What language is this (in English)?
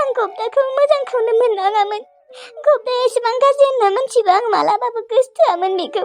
Bodo